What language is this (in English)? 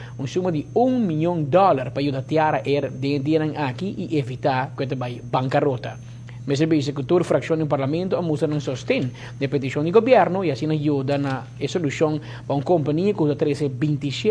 Papiamento